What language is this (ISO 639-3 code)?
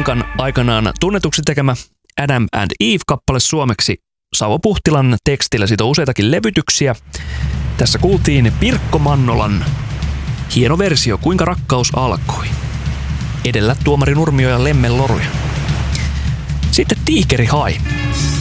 fin